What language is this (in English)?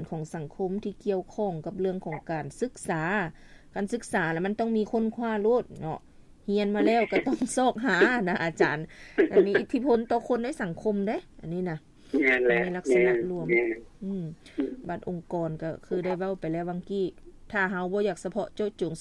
Lao